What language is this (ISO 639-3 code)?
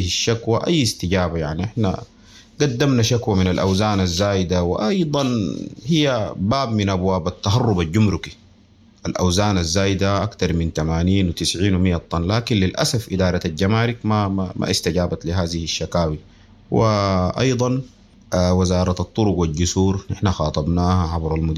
apd